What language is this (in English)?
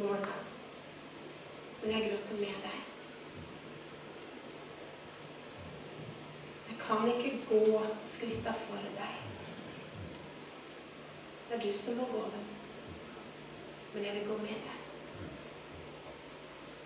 Norwegian